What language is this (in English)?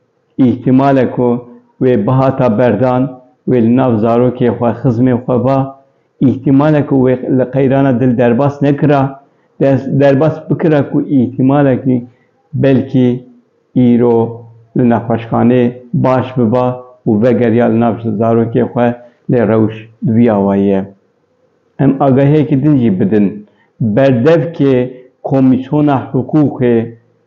Kurdish